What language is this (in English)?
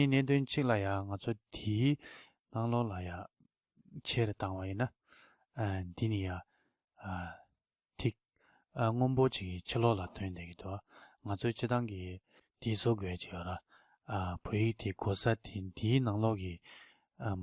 Tibetan